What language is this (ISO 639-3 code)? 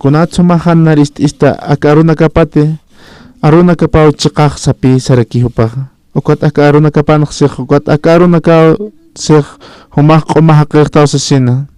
aym